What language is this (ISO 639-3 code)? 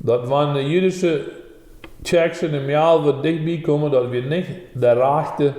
pdt